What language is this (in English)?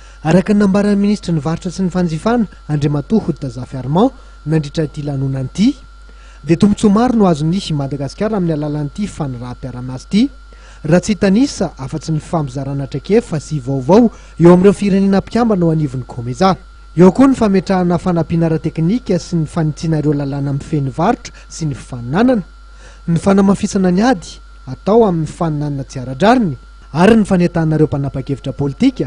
Malagasy